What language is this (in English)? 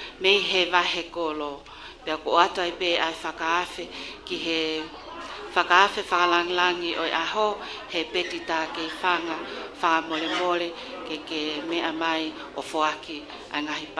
Tongan